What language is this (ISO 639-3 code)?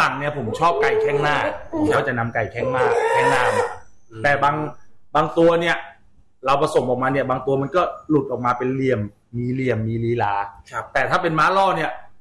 tha